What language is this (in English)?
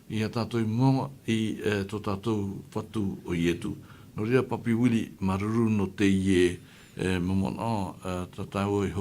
Tahitian